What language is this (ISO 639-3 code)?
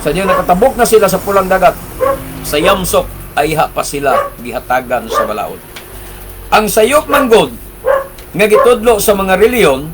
ceb